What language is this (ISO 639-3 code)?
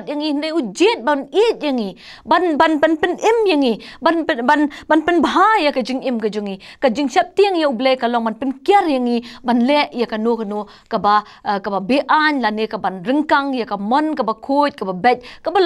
kha